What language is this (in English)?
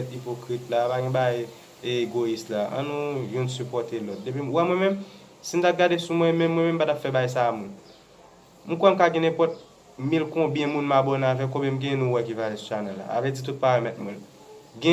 Haitian Creole